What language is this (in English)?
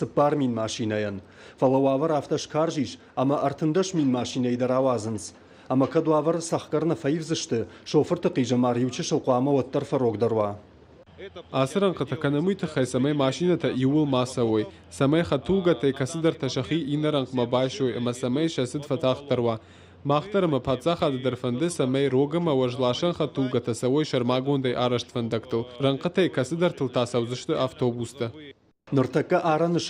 Ossetic